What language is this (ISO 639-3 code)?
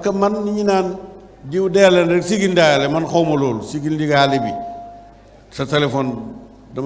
wol